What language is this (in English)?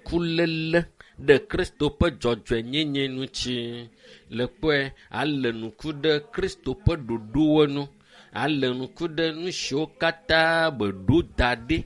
Ewe